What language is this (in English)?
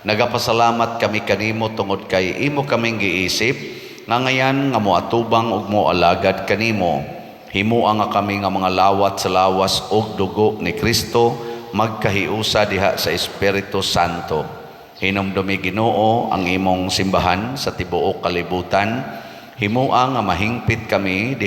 Cebuano